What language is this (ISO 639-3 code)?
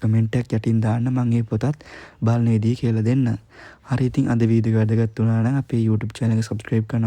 sin